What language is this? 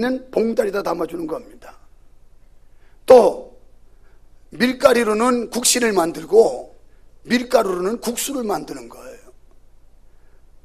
Korean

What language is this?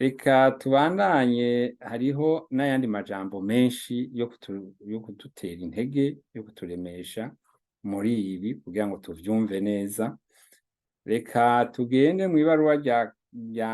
Rundi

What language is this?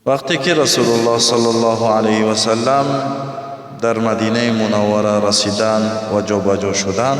Tajik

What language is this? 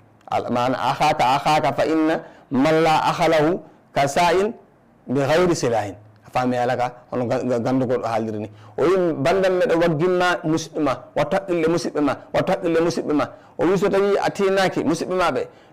Fula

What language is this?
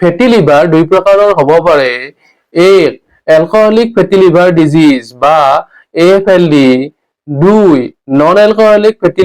Assamese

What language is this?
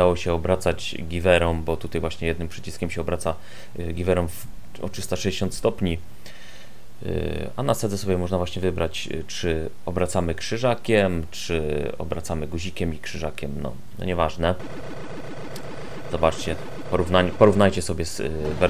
Polish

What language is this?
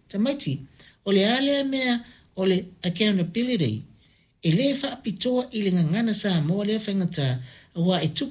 Samoan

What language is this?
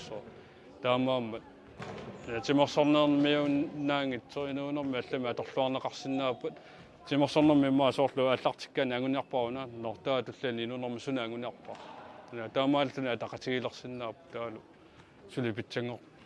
Kalaallisut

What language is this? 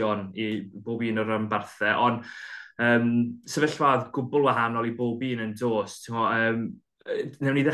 Welsh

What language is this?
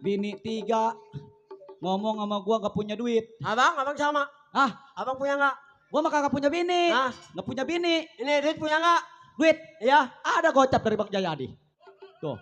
Betawi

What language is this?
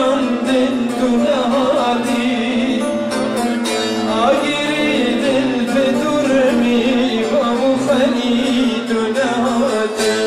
Persian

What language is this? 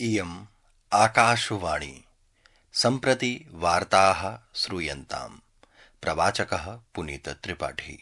Sanskrit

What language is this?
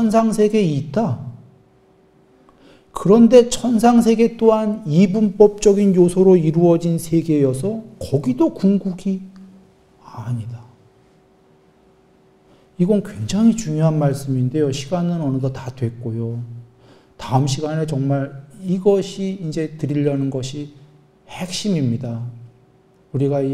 Korean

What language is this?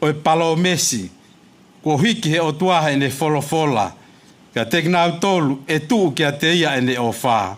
Tongan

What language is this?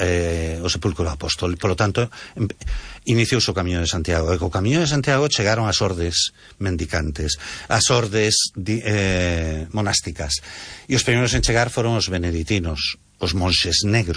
Galician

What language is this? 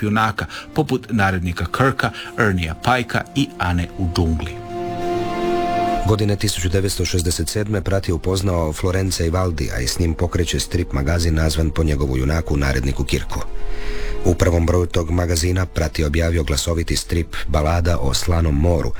Croatian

